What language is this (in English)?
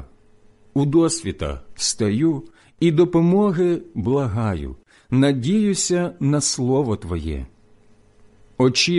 Ukrainian